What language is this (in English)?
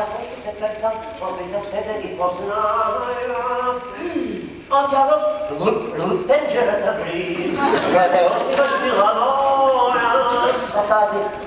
Bulgarian